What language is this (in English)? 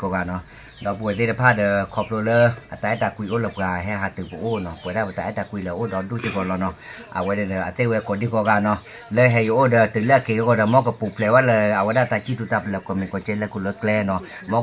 S'gaw Karen